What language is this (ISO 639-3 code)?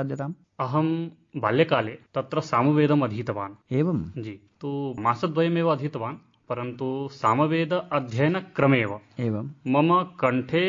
san